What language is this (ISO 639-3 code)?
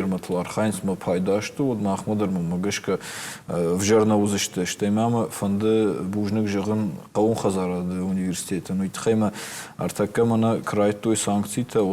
oss